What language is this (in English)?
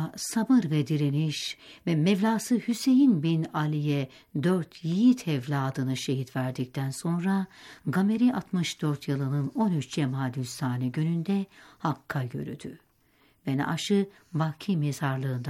Turkish